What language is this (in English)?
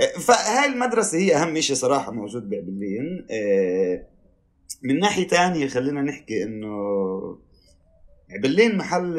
North Levantine Arabic